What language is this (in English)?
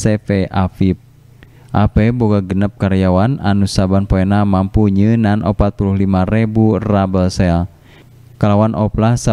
Sundanese